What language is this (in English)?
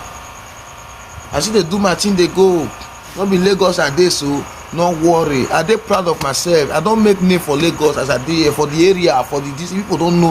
Nigerian Pidgin